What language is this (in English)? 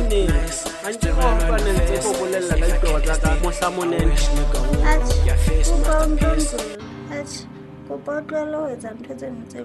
Southern Sotho